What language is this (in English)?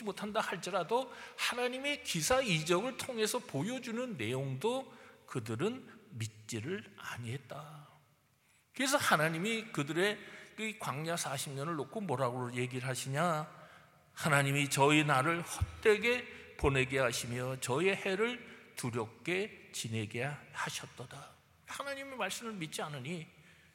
Korean